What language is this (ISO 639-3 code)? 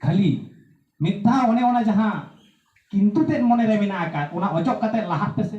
sat